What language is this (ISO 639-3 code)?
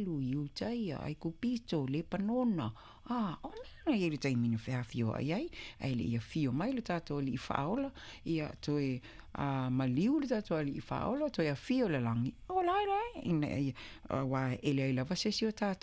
smo